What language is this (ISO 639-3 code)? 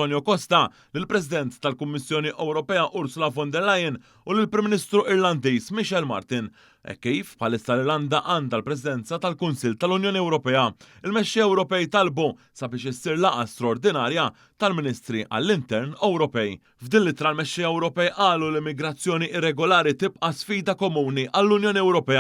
mlt